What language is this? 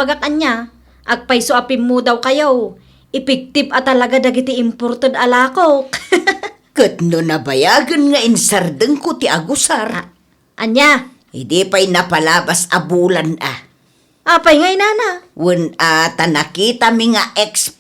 Iloko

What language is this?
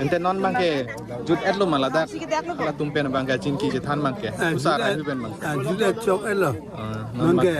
Karbi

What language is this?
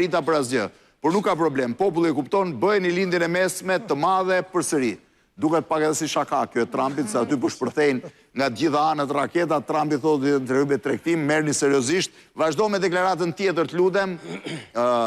Albanian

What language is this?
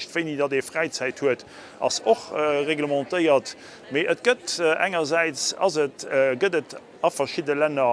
Luxembourgish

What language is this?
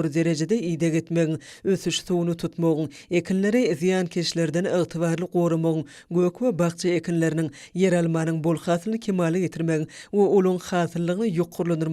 Turkmen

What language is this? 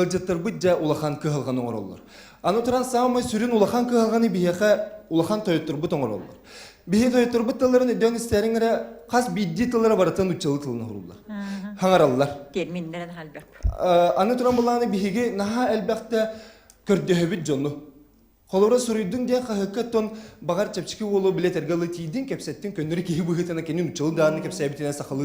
Yakut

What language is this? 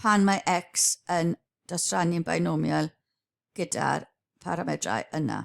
Welsh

